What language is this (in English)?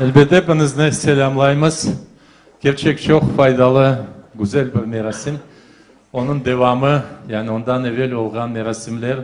Crimean Tatar